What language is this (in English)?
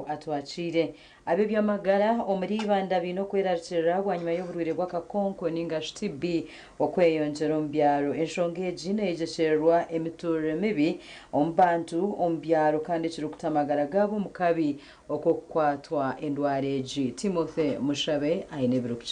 Nyankole